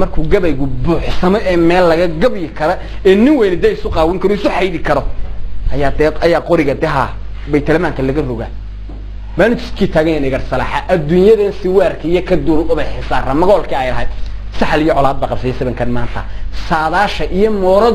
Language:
Somali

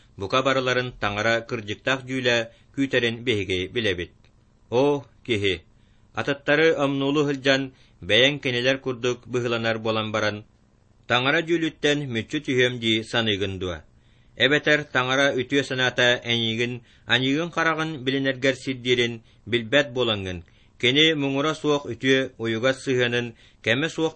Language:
Yakut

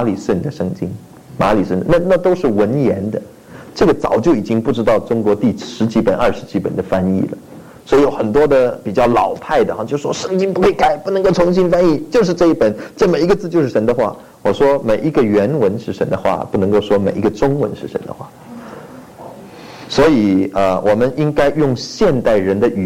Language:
Chinese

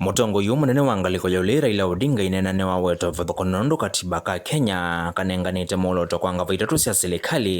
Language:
Kamba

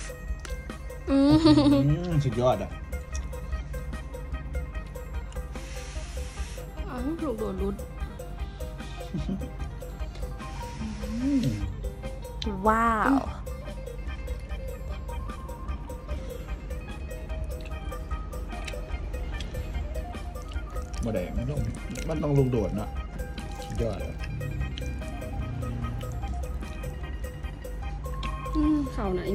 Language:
Thai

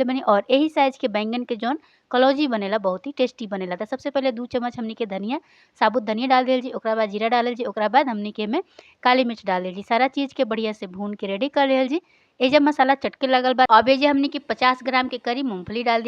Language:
Bhojpuri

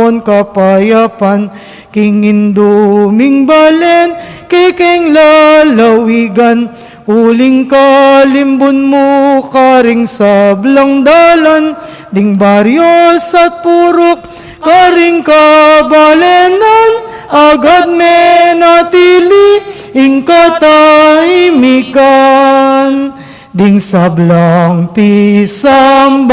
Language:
Pampanga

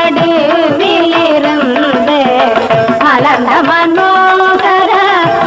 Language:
Tamil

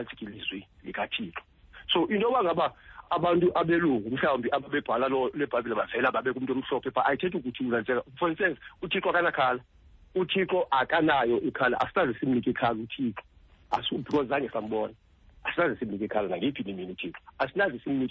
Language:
Xhosa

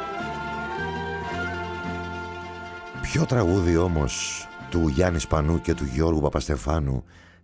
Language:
Greek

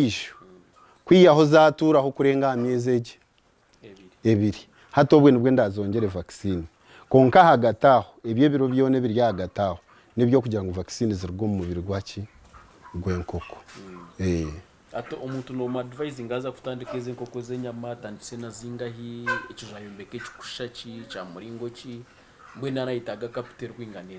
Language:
Nyankole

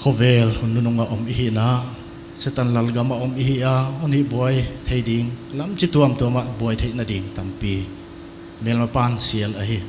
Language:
Paite Chin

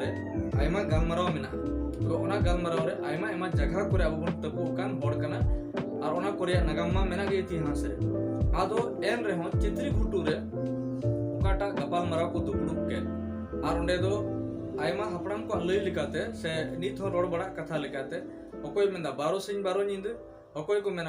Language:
Santali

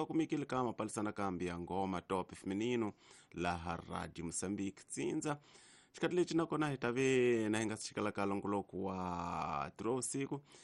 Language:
Tsonga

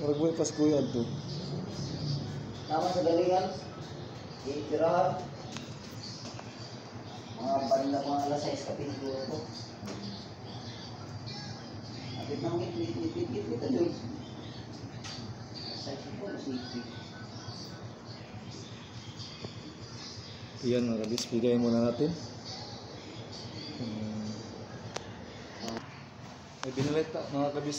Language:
Filipino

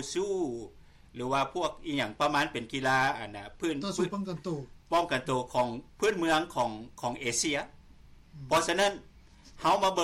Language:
Lao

